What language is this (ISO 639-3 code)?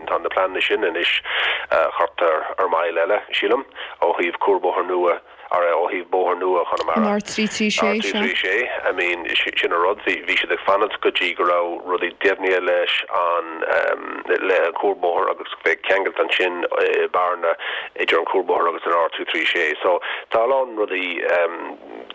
gle